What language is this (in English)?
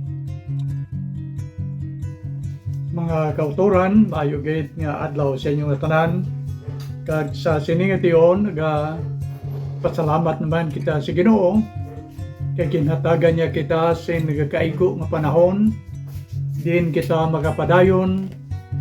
Hiligaynon